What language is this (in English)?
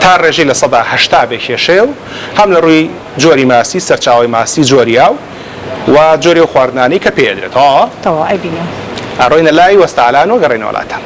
Central Kurdish